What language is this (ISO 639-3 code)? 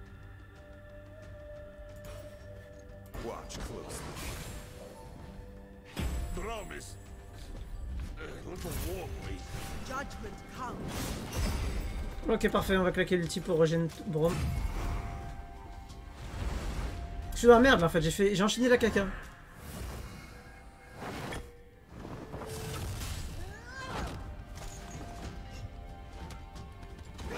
fra